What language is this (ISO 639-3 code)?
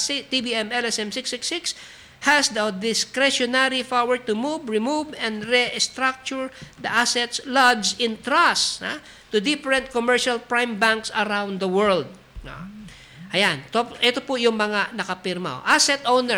fil